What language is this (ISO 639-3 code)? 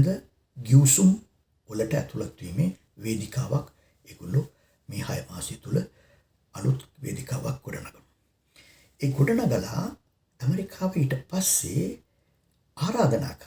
sin